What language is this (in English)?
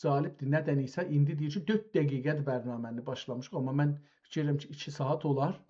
South Azerbaijani